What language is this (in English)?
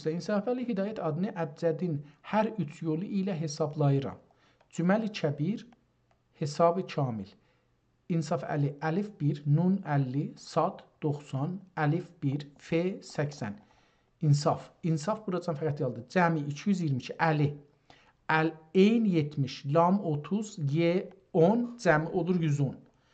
South Azerbaijani